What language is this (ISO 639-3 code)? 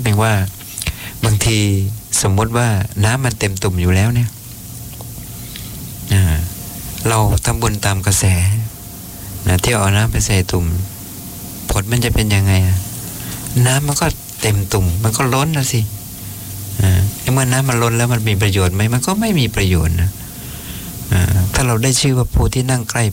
tha